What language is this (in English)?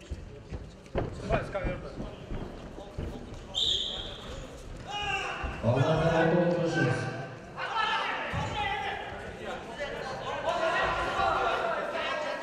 Kazakh